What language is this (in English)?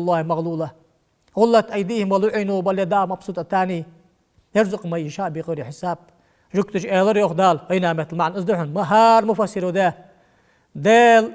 Ingush